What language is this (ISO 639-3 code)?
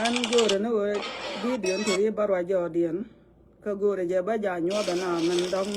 nus